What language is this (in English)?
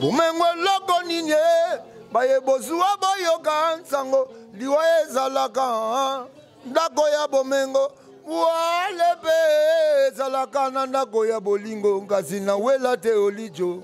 Lingala